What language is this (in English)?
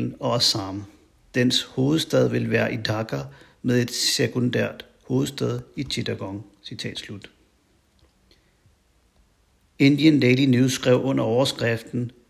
Danish